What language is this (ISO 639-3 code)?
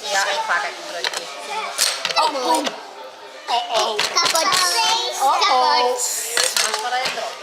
fry